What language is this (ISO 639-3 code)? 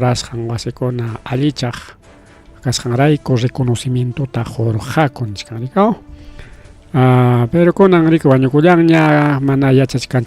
quy